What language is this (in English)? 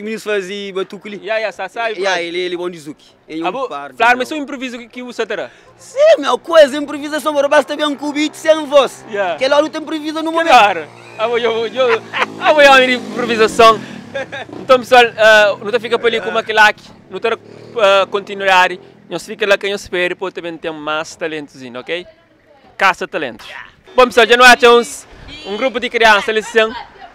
Kabuverdianu